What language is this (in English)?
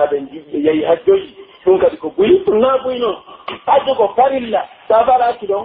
Pular